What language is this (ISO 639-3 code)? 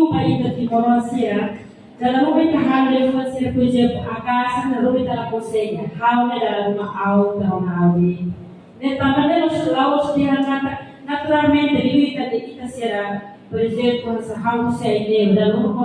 tet